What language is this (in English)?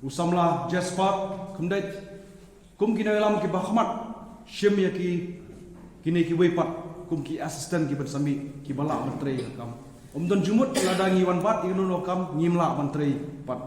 Khasi